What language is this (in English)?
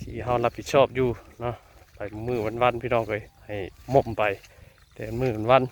Northeastern Thai